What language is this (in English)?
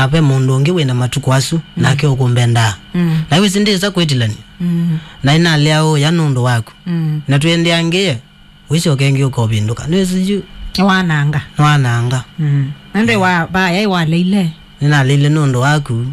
Kamba